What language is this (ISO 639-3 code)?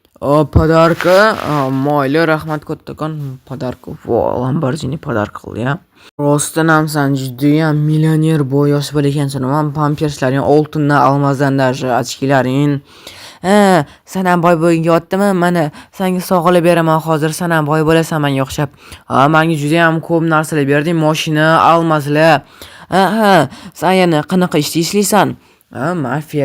uzb